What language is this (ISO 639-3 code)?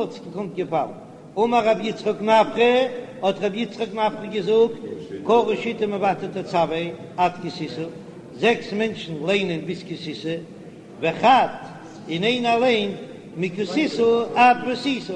yid